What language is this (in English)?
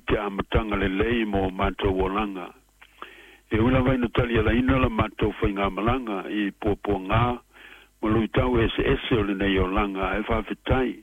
Samoan